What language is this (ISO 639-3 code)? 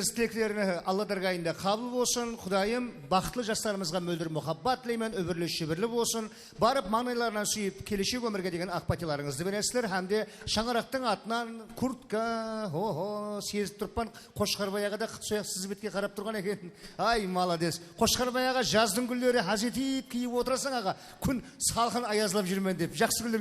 kaa